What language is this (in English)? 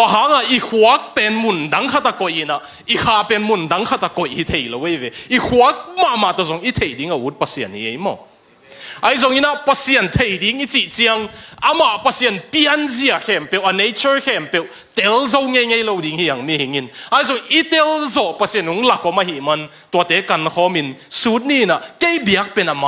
Tedim Chin